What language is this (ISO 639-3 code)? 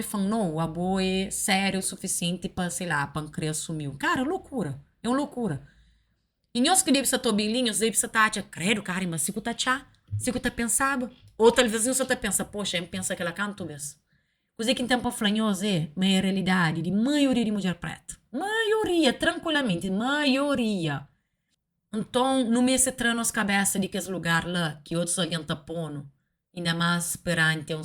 kea